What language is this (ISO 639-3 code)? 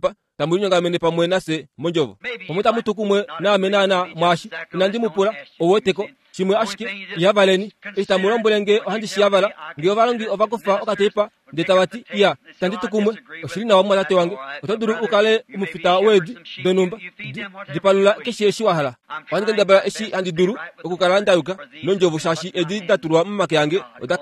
kua